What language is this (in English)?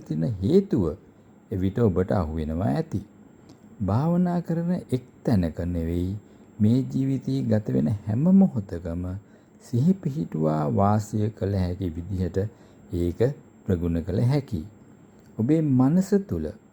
Sinhala